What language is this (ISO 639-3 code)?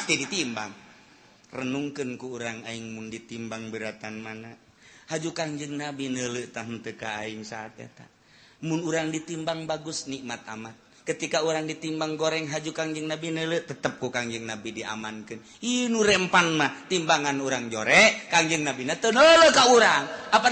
sun